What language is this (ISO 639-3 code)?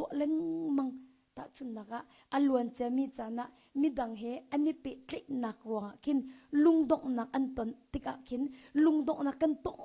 cnh